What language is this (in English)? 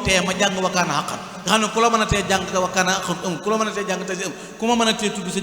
Wolof